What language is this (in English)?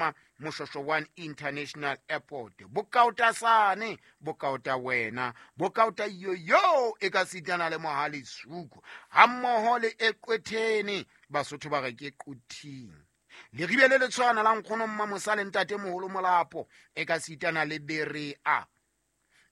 Southern Sotho